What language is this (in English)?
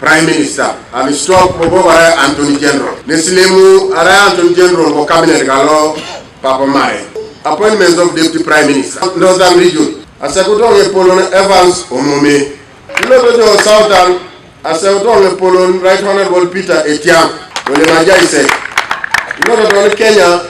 Teso